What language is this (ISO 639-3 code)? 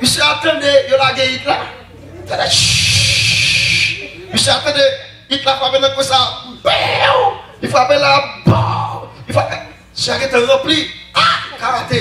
hat